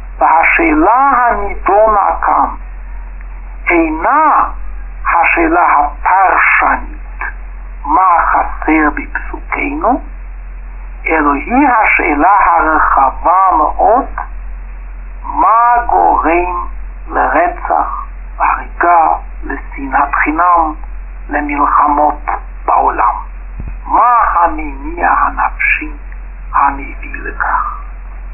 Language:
Hebrew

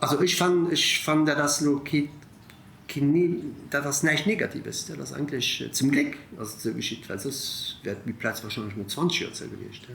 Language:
Luxembourgish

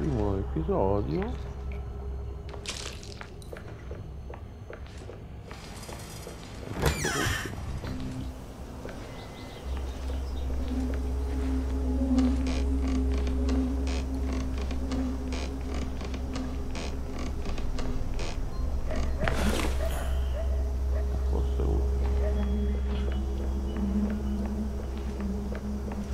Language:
Italian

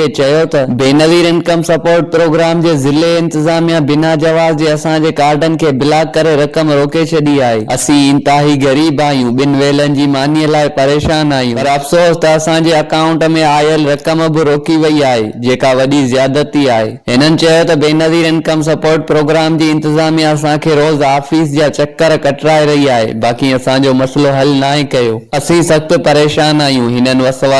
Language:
Sindhi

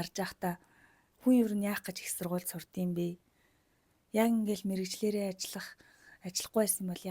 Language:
Mongolian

